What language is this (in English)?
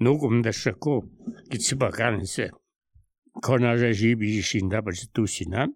Slovenian